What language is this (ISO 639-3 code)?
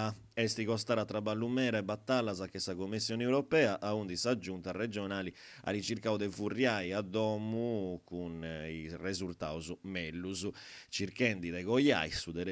srd